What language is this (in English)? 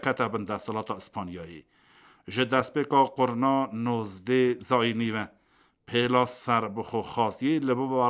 Kurdish